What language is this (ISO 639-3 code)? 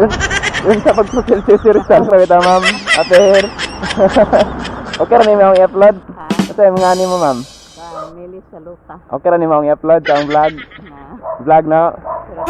ceb